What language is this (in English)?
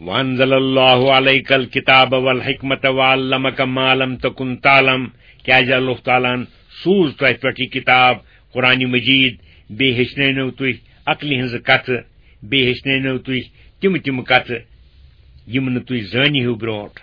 Kashmiri